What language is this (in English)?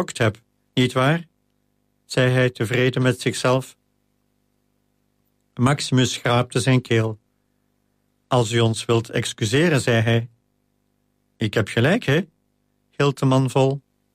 Dutch